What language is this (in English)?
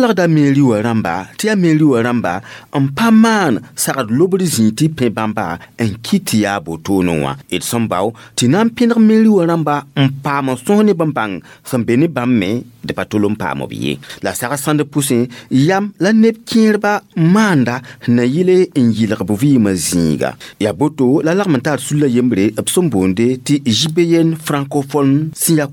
Mossi